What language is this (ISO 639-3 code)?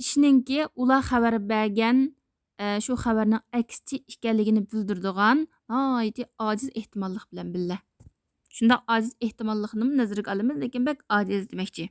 uig